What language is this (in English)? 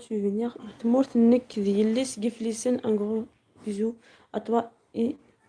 Algerian Arabic